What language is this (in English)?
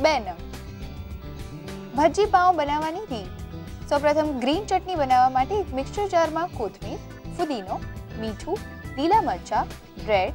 Gujarati